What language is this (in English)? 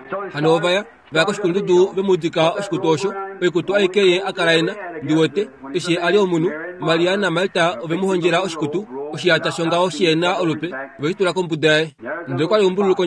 Kuanyama